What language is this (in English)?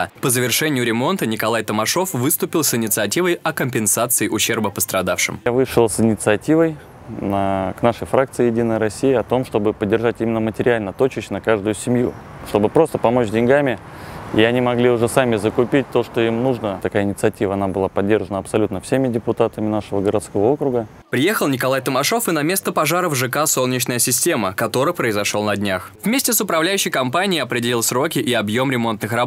Russian